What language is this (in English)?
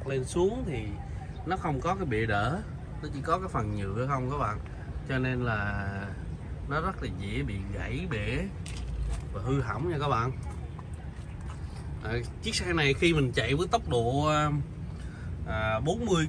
Vietnamese